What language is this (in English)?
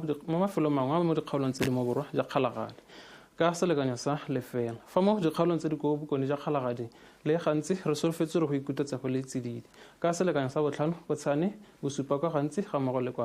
Tswana